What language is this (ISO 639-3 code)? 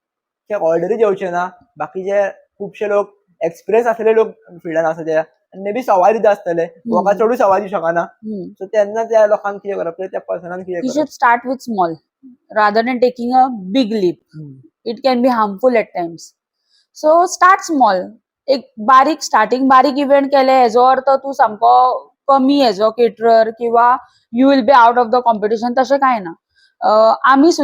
kok